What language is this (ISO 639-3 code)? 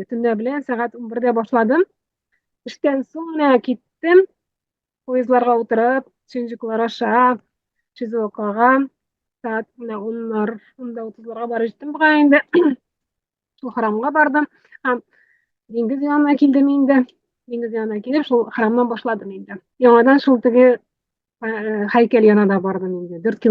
tat